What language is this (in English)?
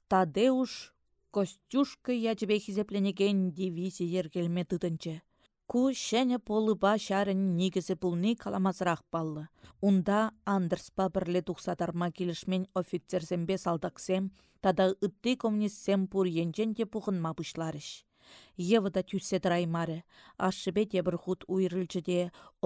Chuvash